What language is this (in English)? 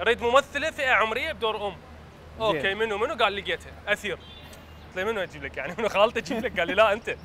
Mesopotamian Arabic